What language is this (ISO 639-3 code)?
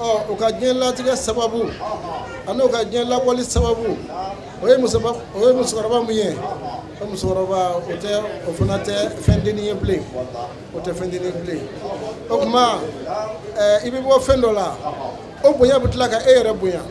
bam